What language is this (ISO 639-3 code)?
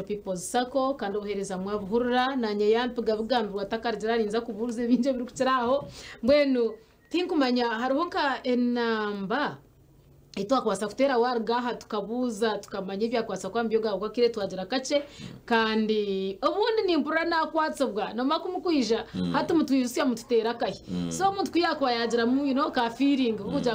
nyn